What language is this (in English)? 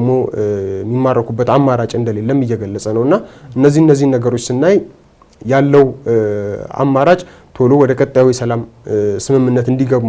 Amharic